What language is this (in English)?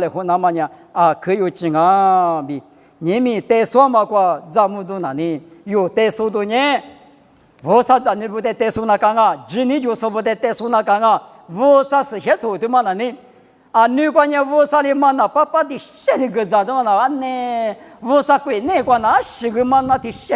Lisu